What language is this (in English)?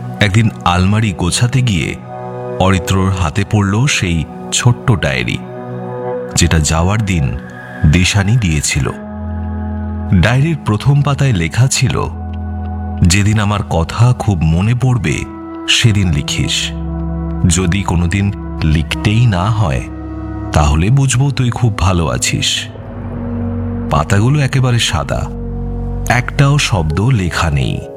Bangla